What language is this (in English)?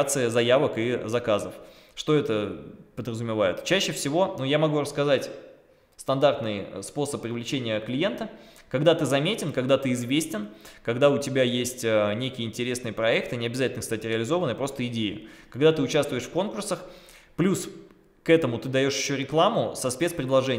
Russian